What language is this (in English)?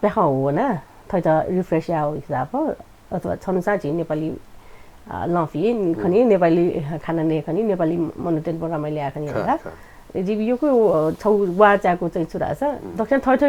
Newari